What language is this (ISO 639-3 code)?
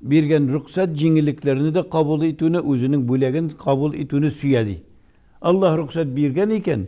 tat